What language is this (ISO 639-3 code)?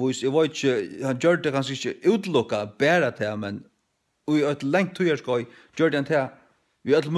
fao